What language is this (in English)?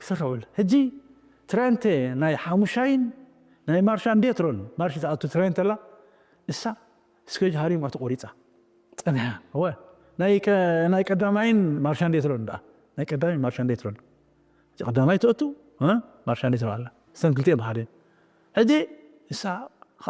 Tigrinya